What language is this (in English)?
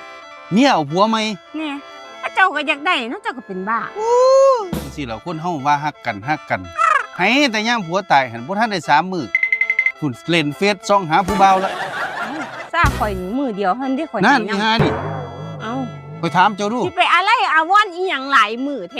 Northeastern Thai